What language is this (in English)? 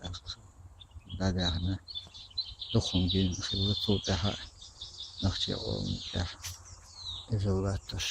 Chechen